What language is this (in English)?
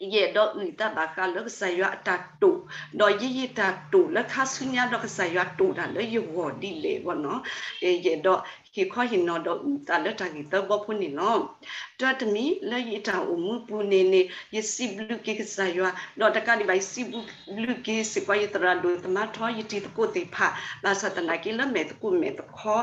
S'gaw Karen